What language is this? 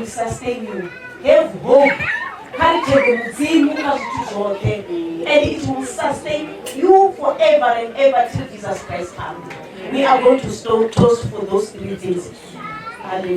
Venda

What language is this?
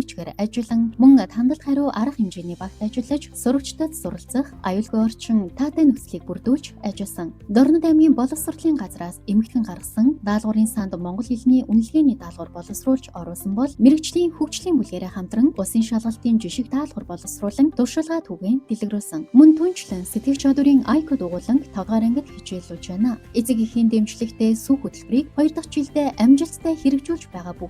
Mongolian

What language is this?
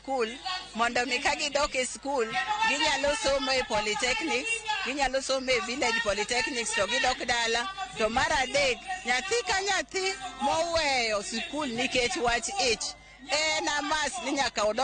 Luo (Kenya and Tanzania)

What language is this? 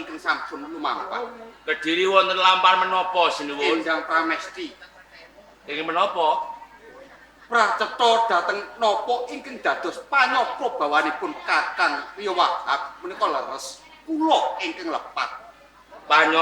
Javanese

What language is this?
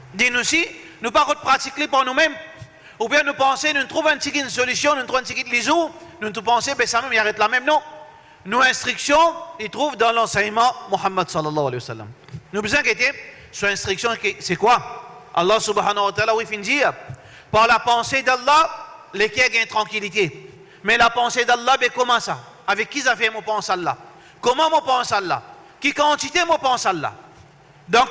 Morisyen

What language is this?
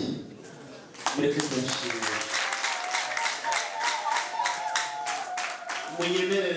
Kinyarwanda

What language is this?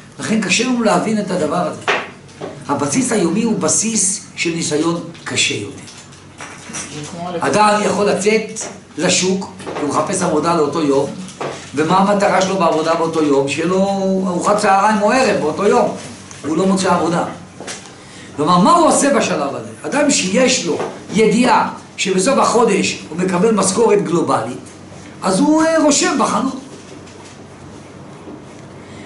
Hebrew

